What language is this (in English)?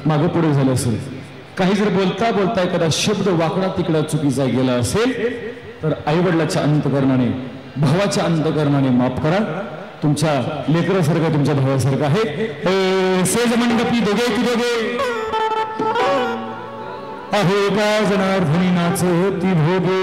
Marathi